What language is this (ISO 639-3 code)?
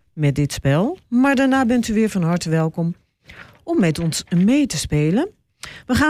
nld